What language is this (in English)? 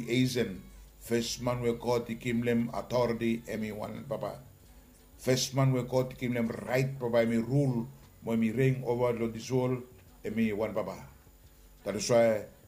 Bislama